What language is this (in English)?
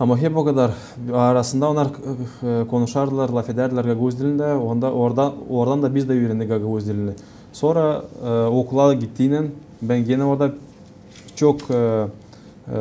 Gagauz